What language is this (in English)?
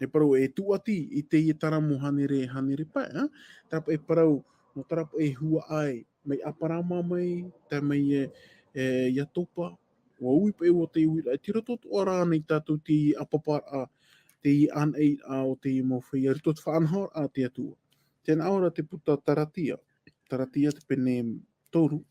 Tahitian